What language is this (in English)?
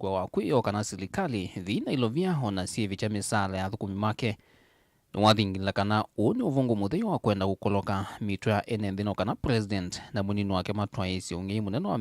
Kamba